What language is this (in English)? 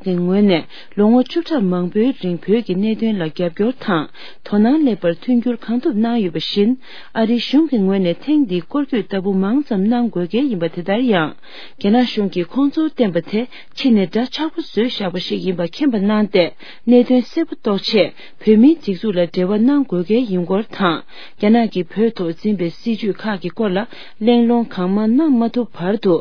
Tibetan